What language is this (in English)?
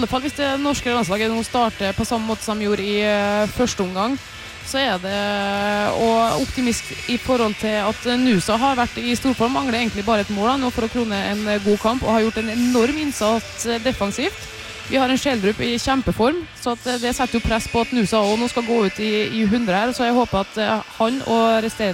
Norwegian